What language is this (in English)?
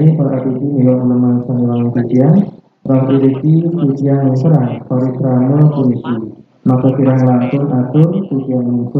Balinese